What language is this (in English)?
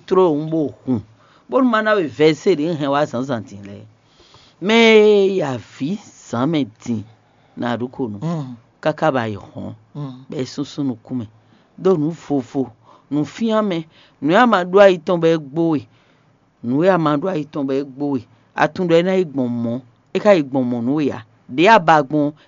Fon